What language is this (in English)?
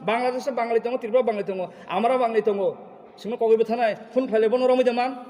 Kok Borok